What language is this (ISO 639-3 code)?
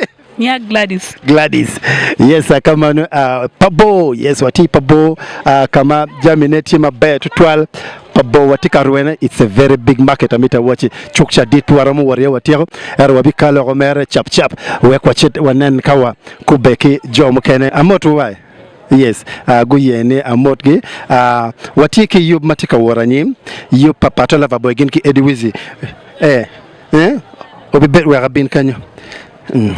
ach